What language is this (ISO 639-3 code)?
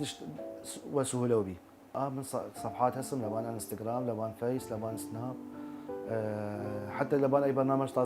sdh